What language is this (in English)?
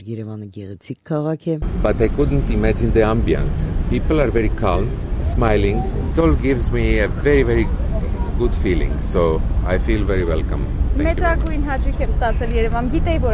Armenian